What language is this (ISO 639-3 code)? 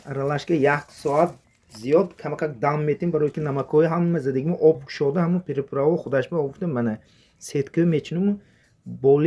tgk